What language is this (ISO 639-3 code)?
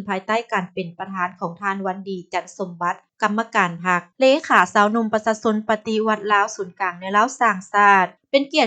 lao